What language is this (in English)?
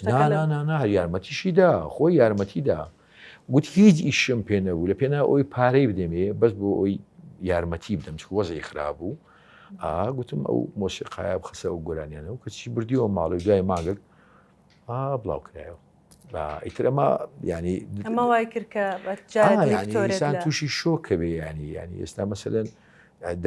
Central Kurdish